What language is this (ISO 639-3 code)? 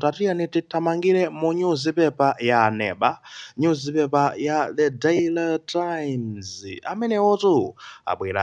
nya